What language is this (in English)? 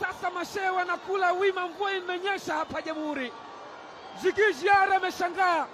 Swahili